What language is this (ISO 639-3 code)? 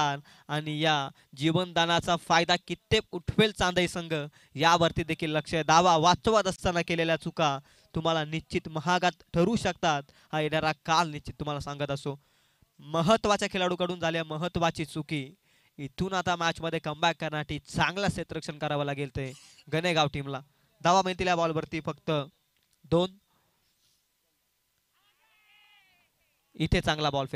mar